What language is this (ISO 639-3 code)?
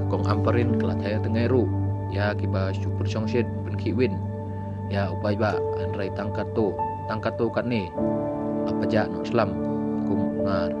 kha